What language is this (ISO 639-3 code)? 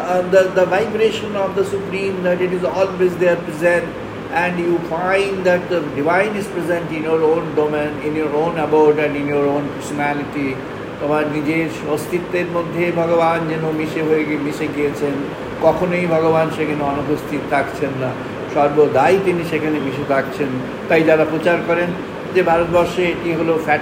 ben